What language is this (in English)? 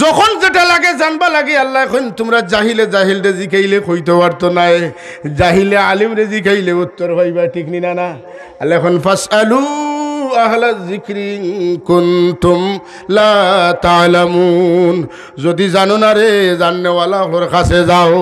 Sylheti